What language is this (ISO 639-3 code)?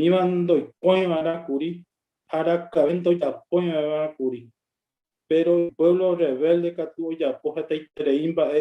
grn